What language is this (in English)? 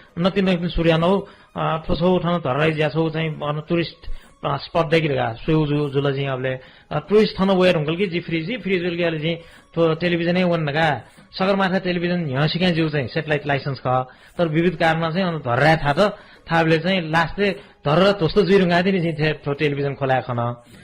Newari